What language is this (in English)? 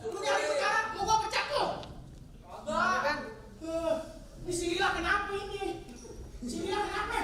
Betawi